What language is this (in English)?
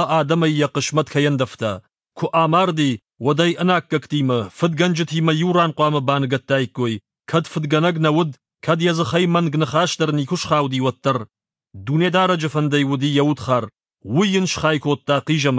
Ossetic